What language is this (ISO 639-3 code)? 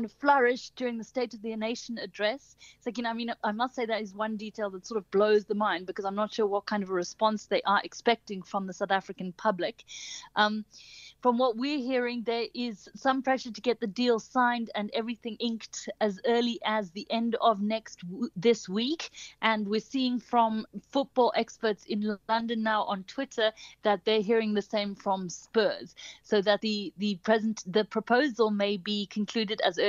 eng